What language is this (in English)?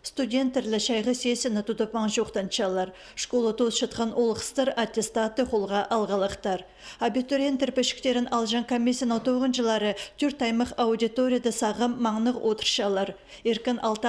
Khakas